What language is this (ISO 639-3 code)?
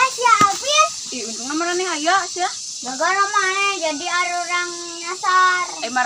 sun